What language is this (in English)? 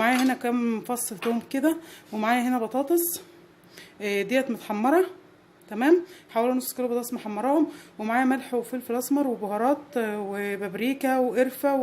Egyptian Arabic